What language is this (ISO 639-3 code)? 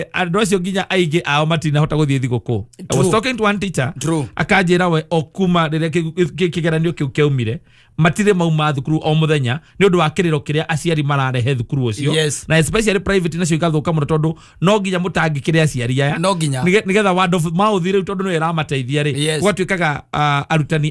kik